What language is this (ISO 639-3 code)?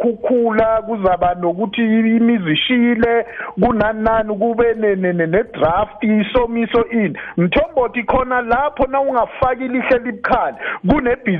nbl